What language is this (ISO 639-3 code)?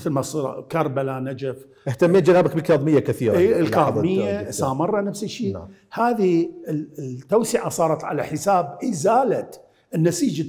acm